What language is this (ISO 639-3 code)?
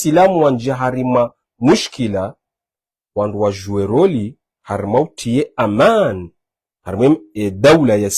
zdj